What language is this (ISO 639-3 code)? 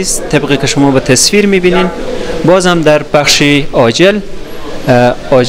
fas